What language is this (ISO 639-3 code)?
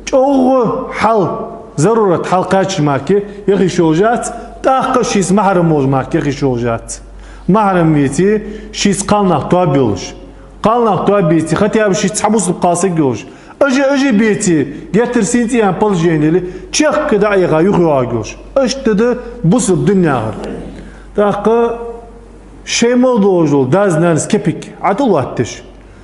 inh